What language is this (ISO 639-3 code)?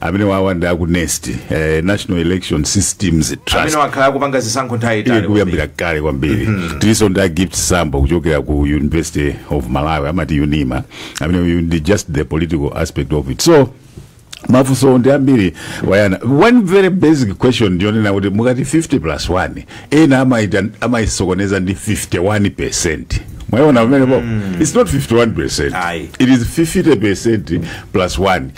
nya